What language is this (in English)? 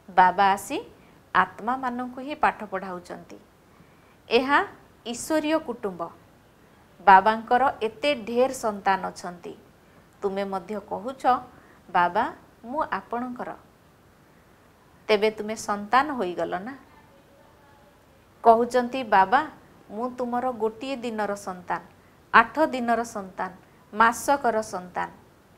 Odia